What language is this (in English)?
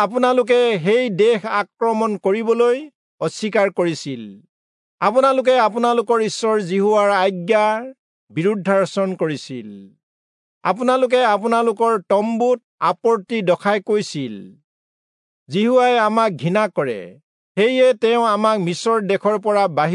Assamese